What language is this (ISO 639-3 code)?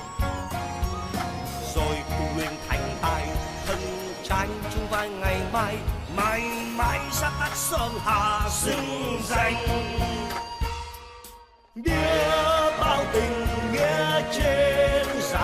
vie